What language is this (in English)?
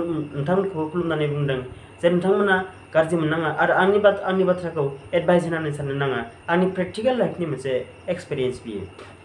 Bodo